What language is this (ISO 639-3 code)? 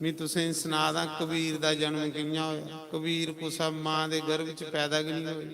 doi